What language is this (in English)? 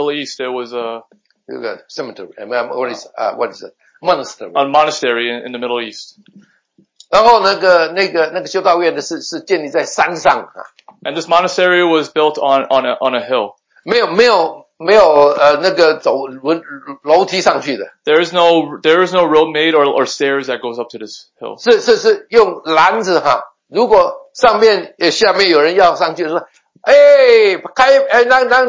Chinese